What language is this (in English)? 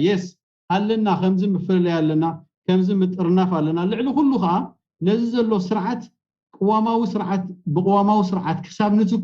Tigrinya